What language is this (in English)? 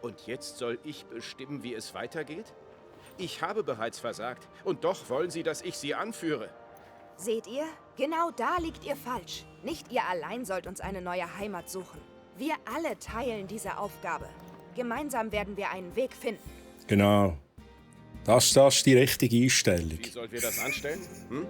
Swiss German